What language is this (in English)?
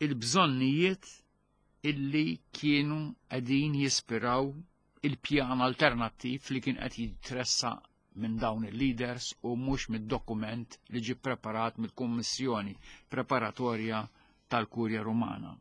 Maltese